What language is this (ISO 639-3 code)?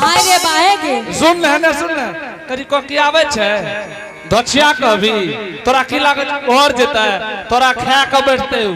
anp